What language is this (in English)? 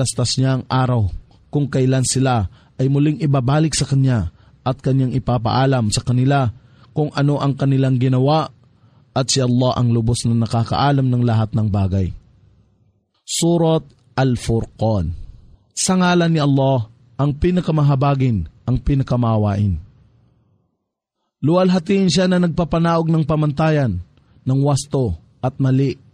Filipino